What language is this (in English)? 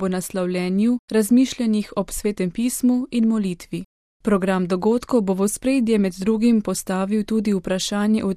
Slovenian